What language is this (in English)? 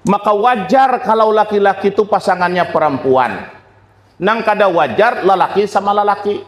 Banjar